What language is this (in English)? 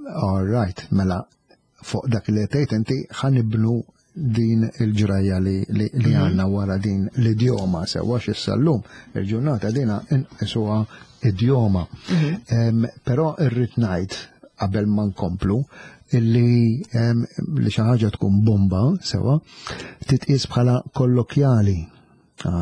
Maltese